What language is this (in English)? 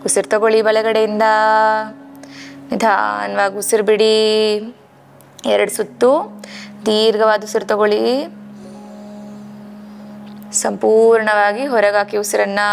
Kannada